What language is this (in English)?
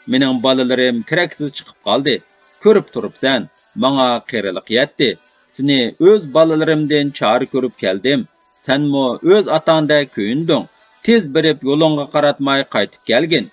Uyghur